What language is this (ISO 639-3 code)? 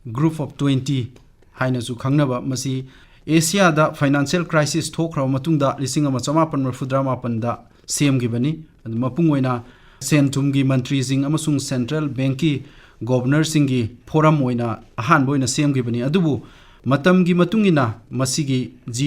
mni